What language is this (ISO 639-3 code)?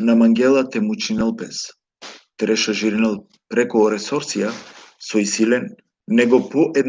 rmn